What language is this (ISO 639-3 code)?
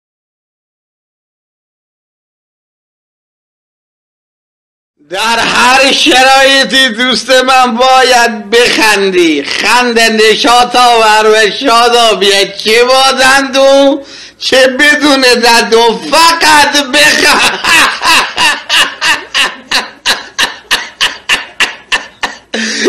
fas